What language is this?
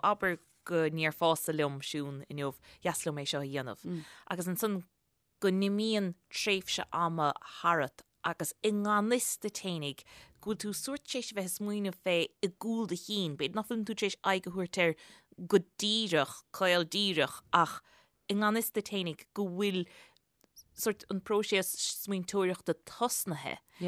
Irish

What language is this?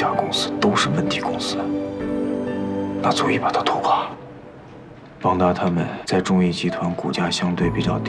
Chinese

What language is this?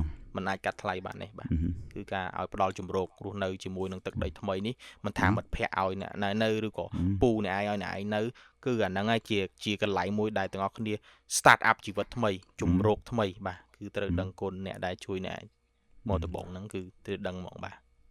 Khmer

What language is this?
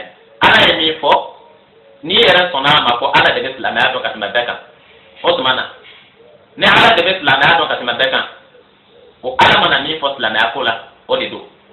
Bambara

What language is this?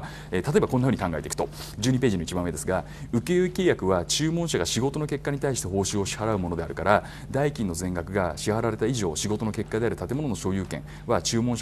Japanese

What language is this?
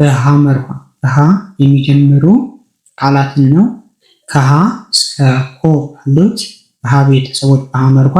Amharic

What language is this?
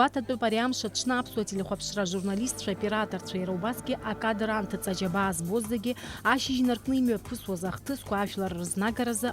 Abkhazian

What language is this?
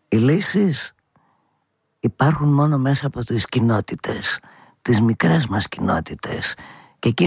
Greek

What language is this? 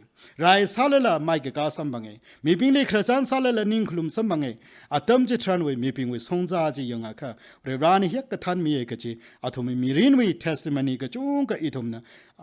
Tangkhul Naga (India)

